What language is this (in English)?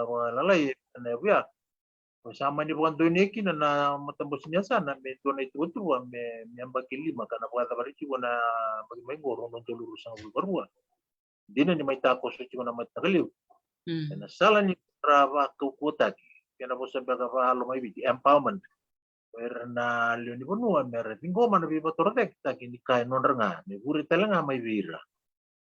Fijian